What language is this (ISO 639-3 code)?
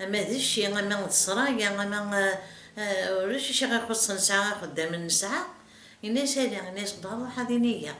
kab